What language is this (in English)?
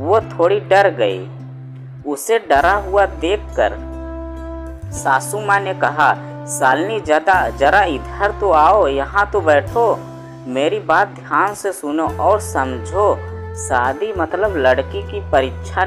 Hindi